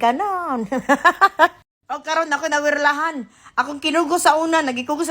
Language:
Cebuano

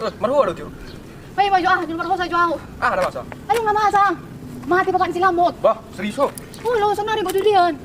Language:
Batak Toba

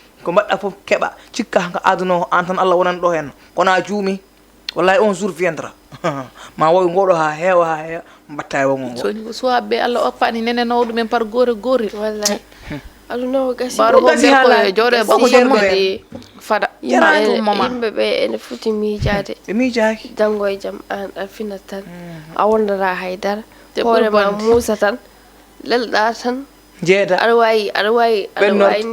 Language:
Fula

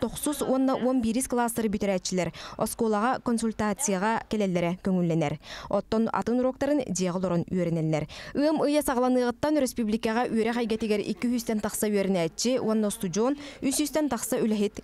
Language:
Yakut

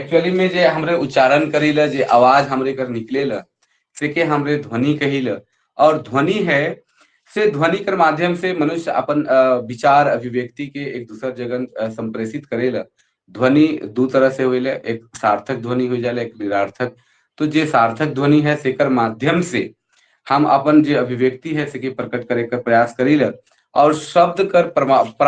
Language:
Sadri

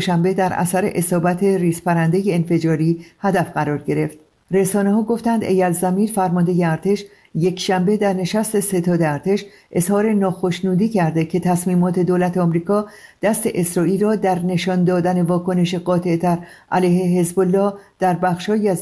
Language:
Persian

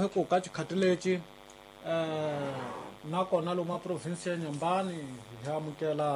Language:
Tsonga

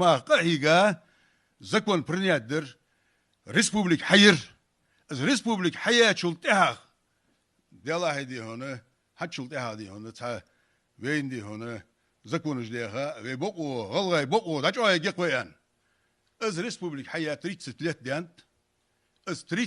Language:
Ingush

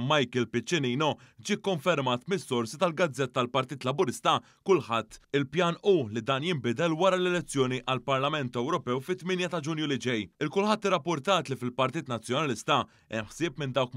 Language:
Maltese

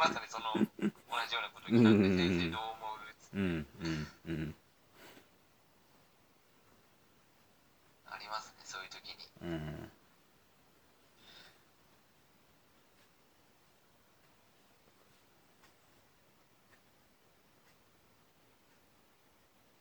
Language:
Japanese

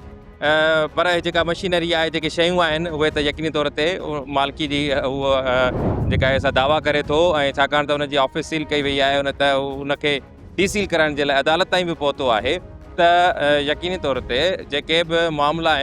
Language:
Sindhi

